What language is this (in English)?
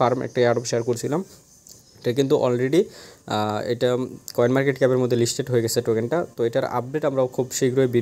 Bangla